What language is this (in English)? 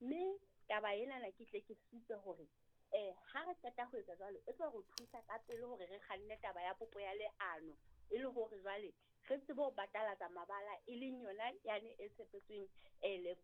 Southern Sotho